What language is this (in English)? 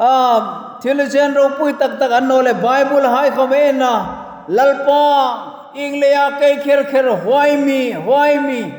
Hmar